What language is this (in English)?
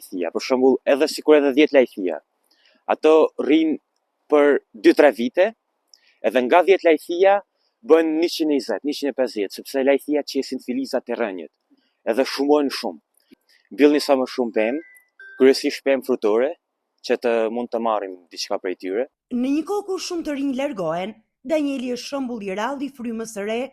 Albanian